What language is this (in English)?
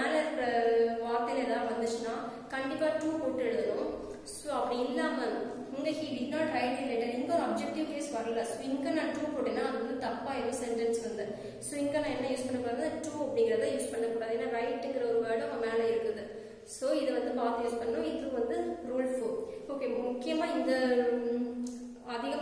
Tamil